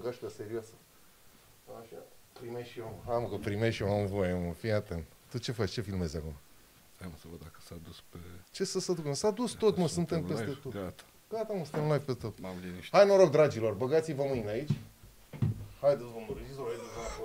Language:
Romanian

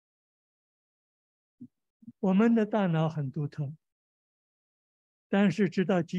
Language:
Chinese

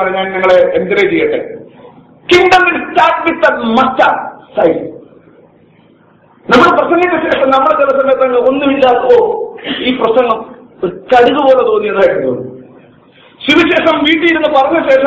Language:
Malayalam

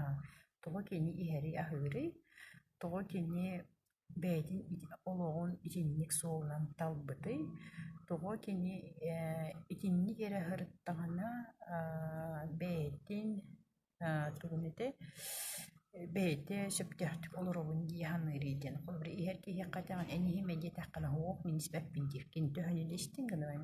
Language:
Yakut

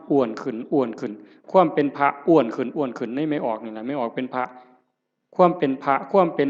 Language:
Northeastern Thai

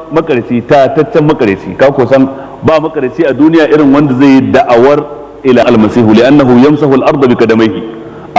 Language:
Hausa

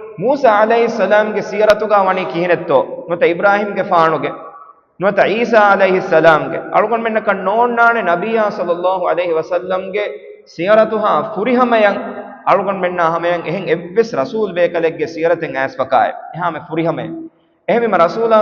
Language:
Divehi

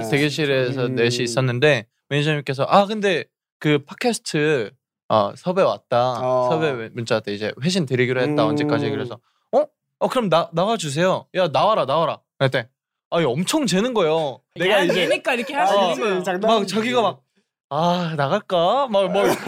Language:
Korean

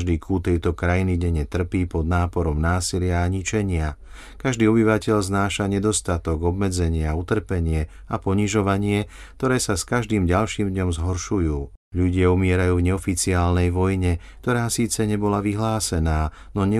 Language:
Slovak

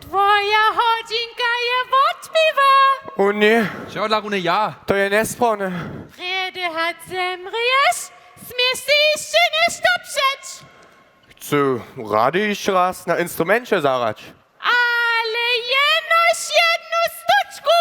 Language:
Upper Sorbian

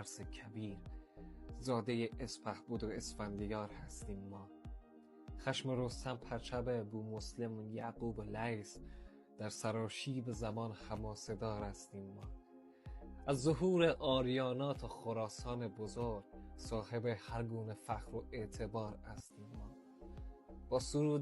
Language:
Persian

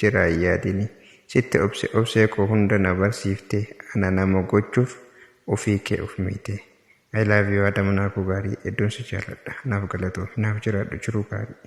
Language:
Oromo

